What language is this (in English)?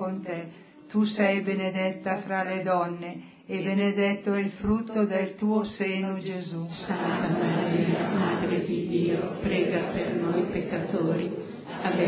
Italian